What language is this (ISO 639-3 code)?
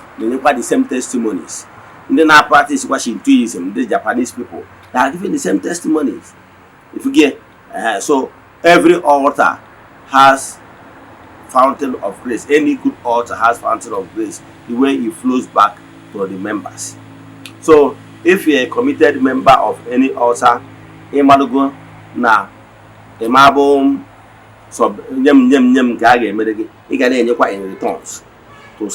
ibo